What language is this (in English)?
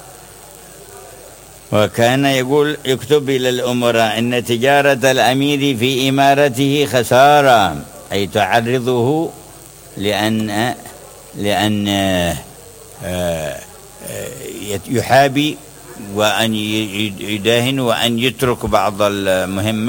Arabic